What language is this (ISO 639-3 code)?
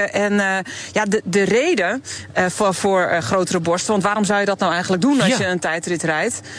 nld